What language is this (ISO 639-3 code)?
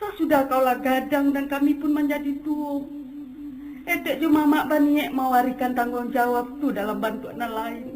min